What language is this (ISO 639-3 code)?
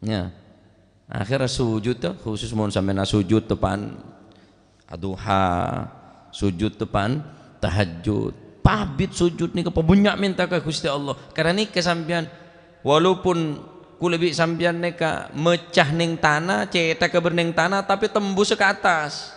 mad